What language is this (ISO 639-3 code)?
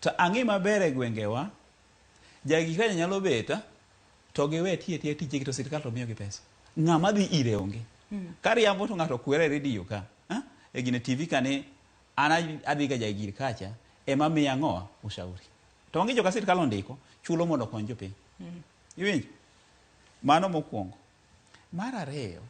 luo